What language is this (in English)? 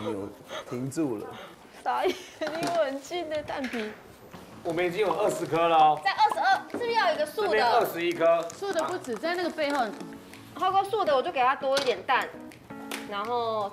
Chinese